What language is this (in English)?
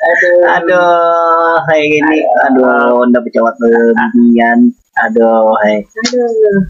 Banjar